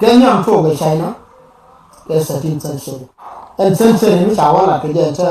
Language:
Nuer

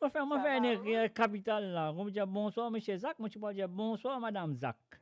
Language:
Morisyen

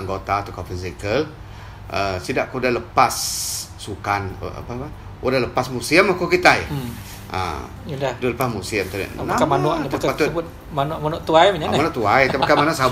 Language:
Iban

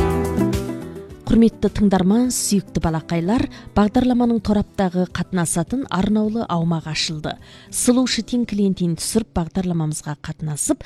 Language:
Kazakh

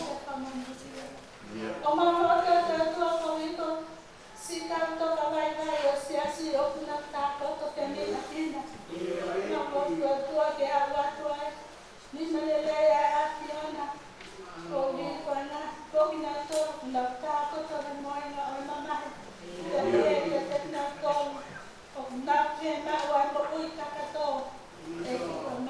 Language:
Tongan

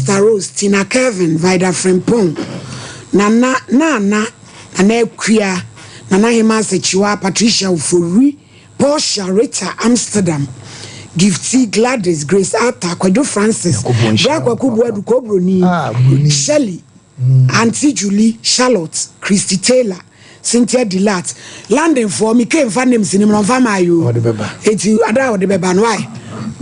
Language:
Akan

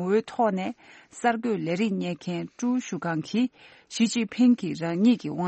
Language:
Tibetan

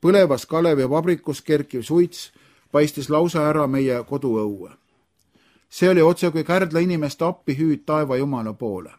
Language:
Estonian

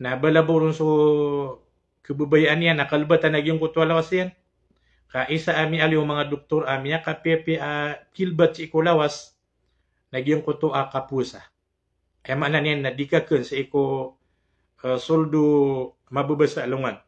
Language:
Maranao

